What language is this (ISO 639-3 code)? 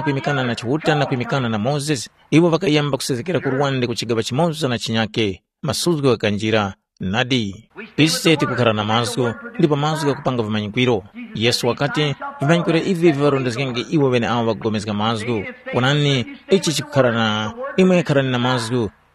tum